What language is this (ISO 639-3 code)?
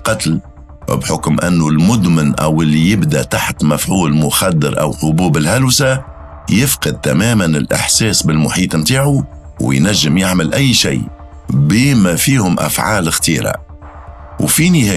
aeb